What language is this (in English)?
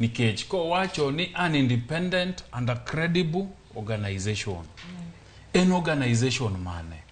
Luo (Kenya and Tanzania)